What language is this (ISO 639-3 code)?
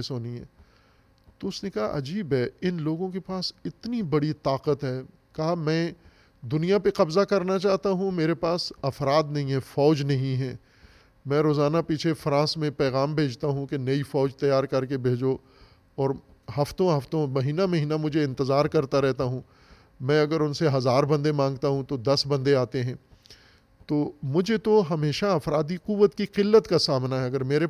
urd